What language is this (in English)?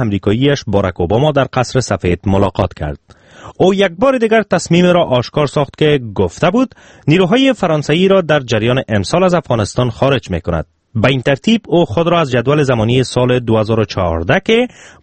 Persian